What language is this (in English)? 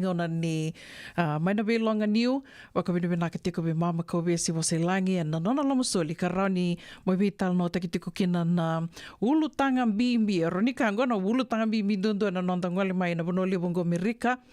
Fijian